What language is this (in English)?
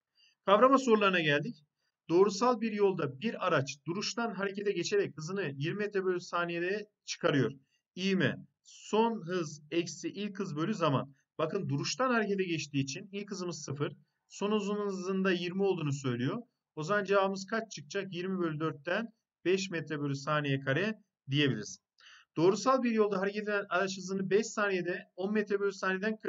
Turkish